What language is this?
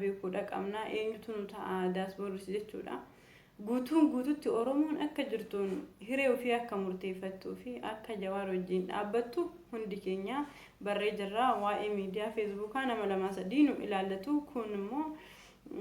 Oromo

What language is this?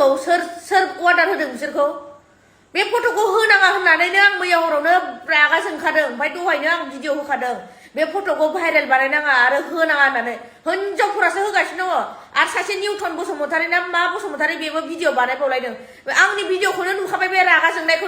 Bodo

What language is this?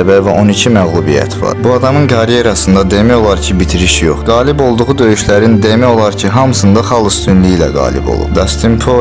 Azerbaijani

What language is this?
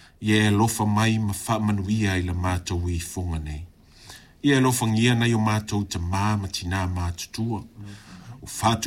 Samoan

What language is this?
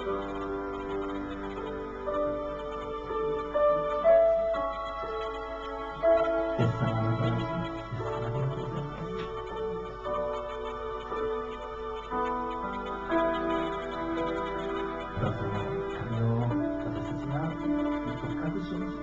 Japanese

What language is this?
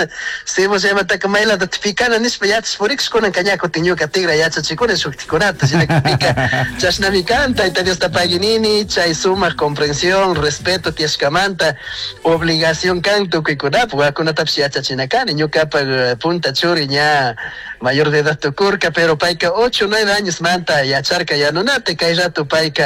Chimborazo Highland Quichua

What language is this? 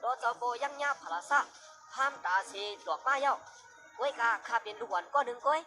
Shan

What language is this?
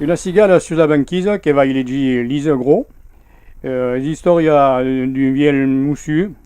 Occitan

